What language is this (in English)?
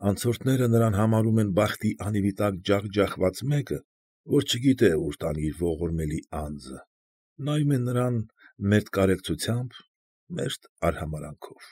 Armenian